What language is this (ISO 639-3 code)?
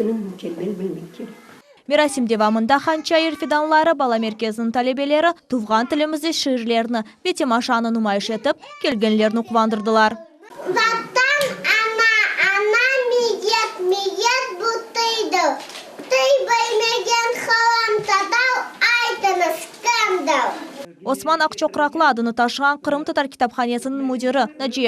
crh